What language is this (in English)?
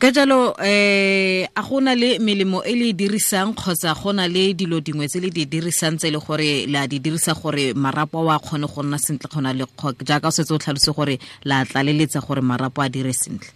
Tswana